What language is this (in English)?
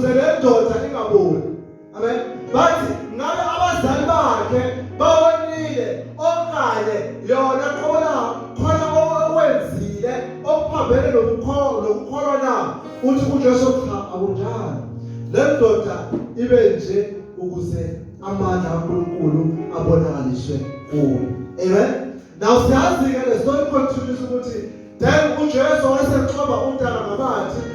Zulu